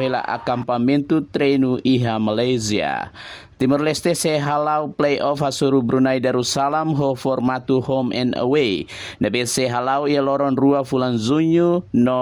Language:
Tetum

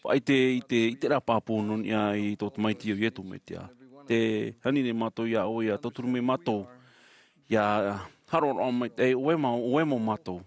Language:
Tahitian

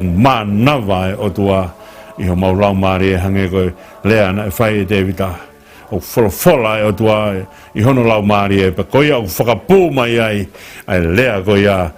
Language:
Tongan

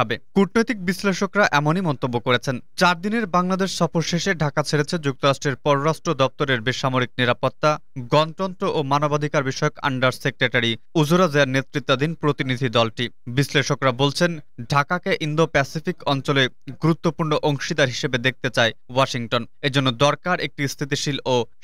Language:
Bangla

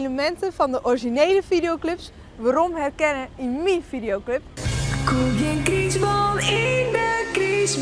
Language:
Western Frisian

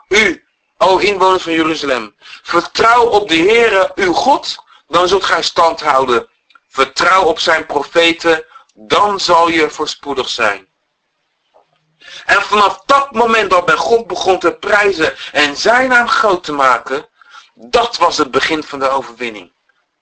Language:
Dutch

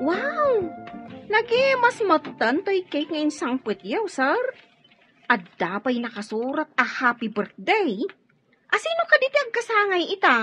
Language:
Iloko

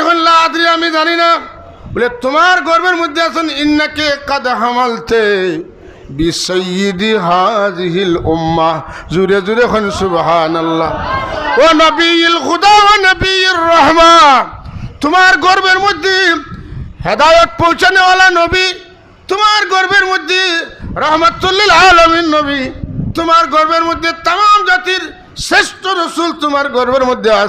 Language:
Sylheti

